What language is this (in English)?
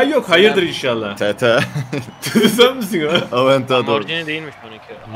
Turkish